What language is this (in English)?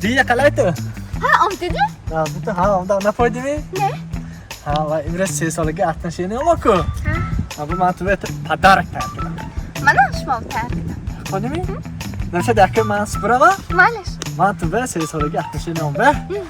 Tajik